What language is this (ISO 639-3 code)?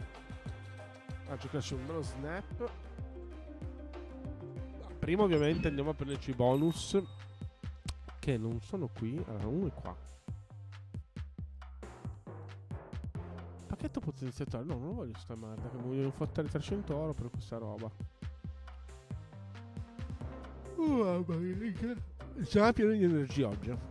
ita